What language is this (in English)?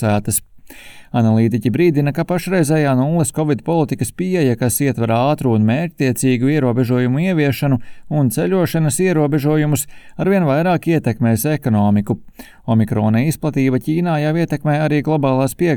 Latvian